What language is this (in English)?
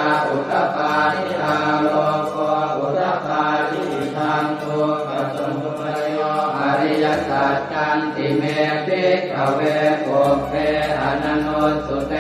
Pali